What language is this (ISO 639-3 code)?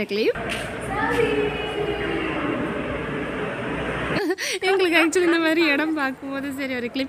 tam